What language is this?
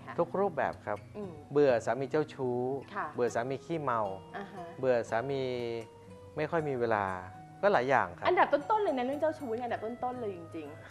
Thai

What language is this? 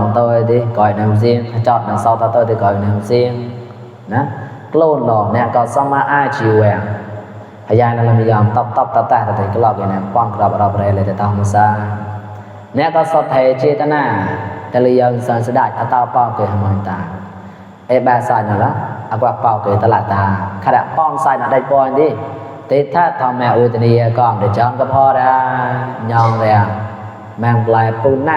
Mon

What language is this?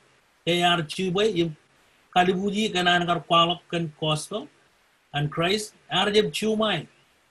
Marshallese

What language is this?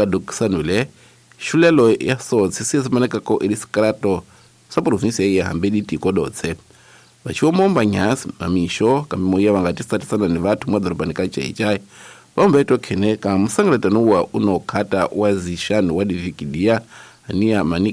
Tsonga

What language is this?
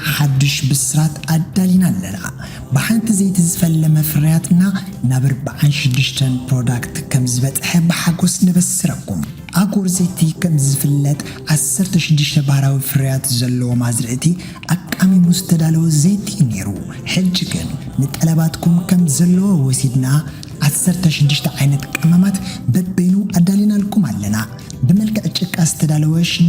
Tigrinya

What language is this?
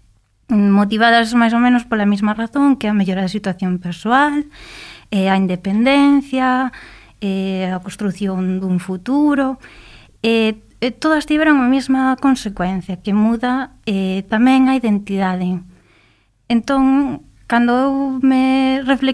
Galician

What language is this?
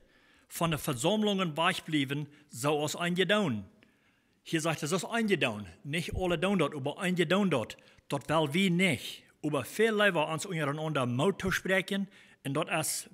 Plautdietsch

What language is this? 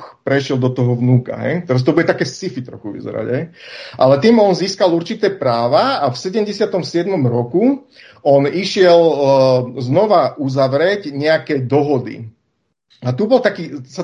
Slovak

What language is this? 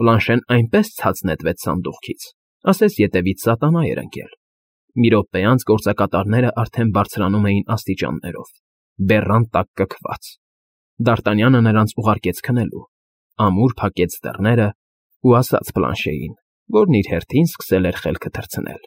Armenian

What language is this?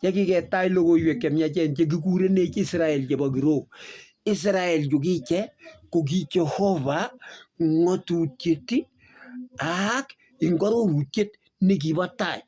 Kalenjin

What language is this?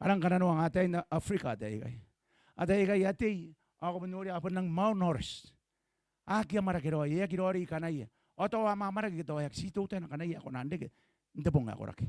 Gilbertese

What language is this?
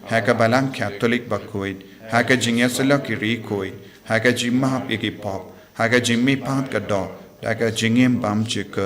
Khasi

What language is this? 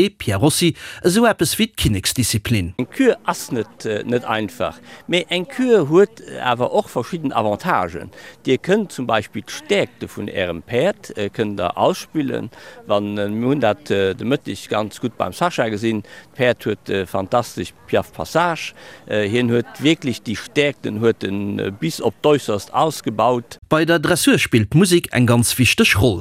Luxembourgish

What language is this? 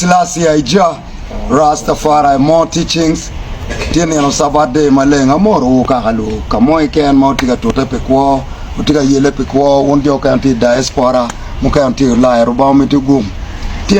Acoli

